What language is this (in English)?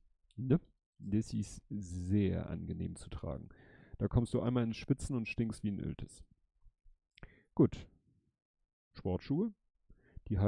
German